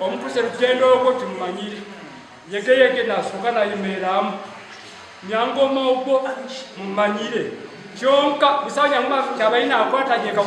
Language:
Nyankole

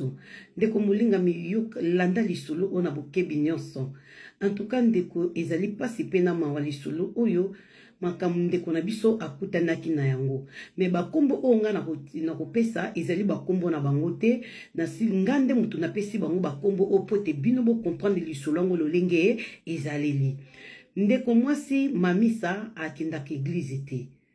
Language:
Lingala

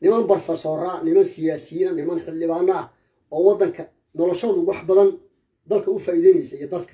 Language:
Somali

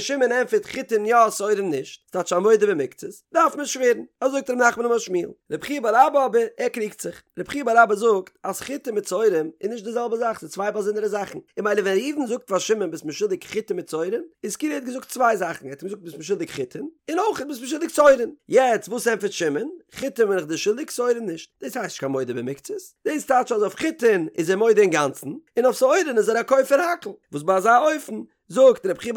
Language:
Yiddish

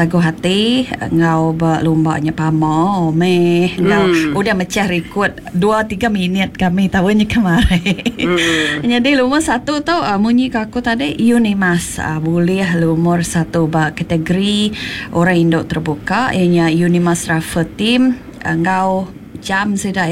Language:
Iban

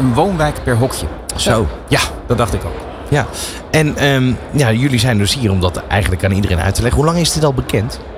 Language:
Dutch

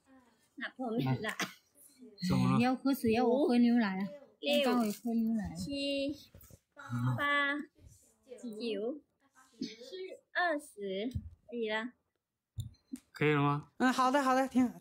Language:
Chinese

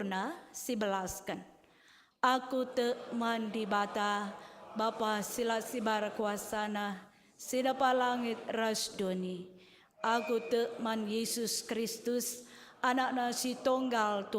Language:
Batak Karo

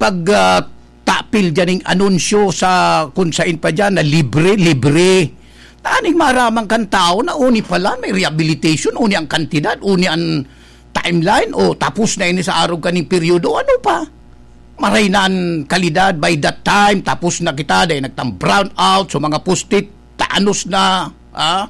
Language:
Bikol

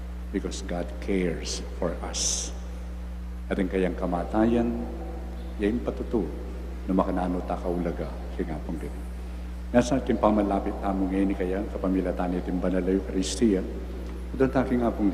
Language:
Pampanga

